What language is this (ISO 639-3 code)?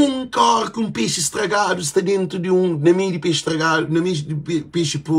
kea